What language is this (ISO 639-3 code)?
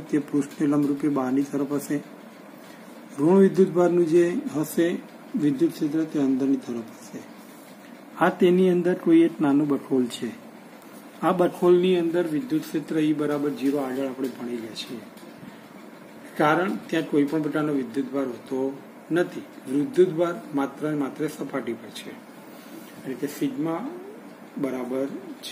guj